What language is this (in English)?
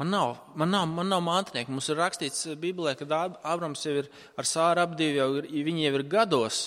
Latvian